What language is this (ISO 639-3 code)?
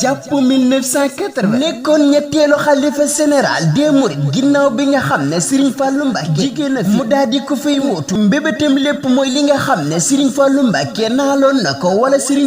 wol